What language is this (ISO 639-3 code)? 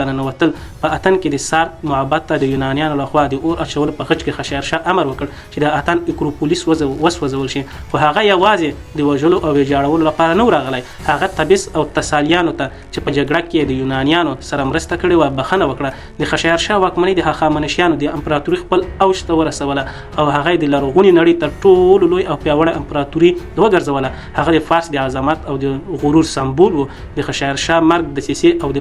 pus